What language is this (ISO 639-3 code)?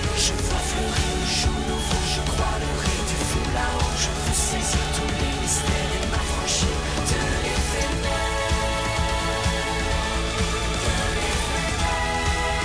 fra